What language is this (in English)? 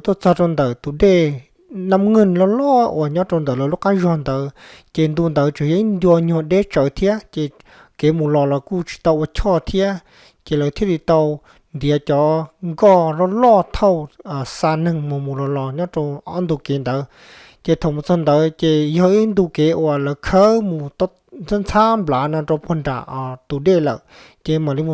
Hmong